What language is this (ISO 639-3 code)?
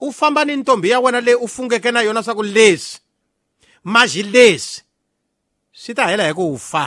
tso